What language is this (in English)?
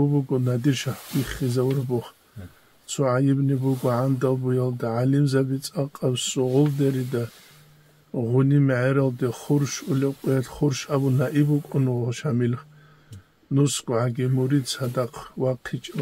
Avaric